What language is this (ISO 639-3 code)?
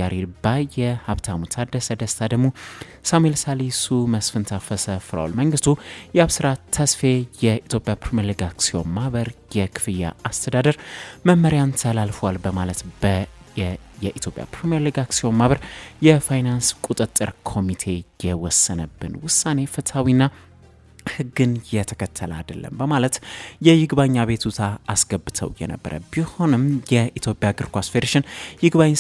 amh